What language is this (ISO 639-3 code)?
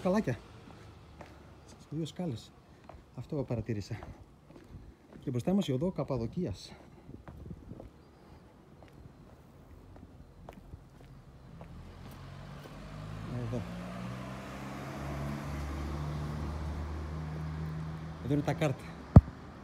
ell